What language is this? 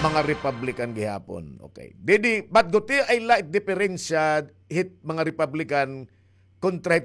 Waray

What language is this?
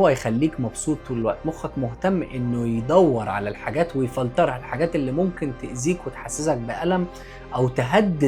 Egyptian Arabic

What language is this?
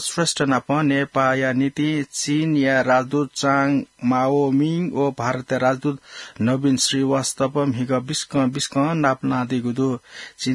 Newari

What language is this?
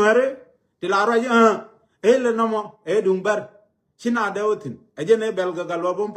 Nuer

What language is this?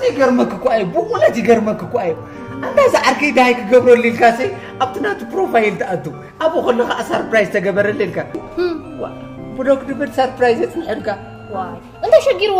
Tigrinya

